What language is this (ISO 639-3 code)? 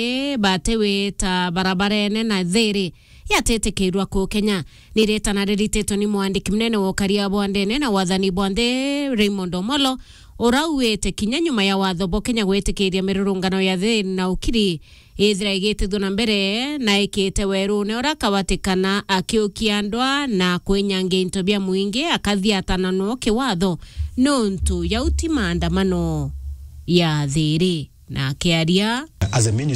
mer